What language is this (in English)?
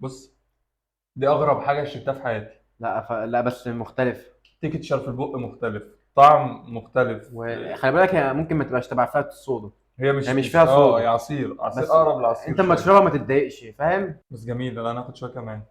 Egyptian Arabic